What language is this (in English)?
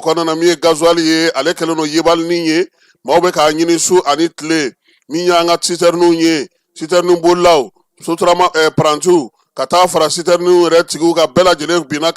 Bambara